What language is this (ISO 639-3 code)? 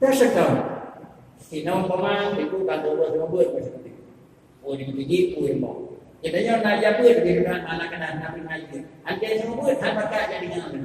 ace